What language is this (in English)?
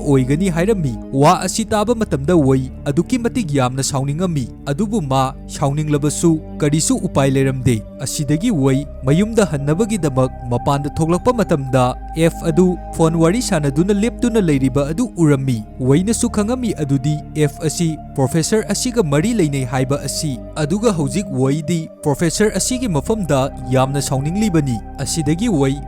Manipuri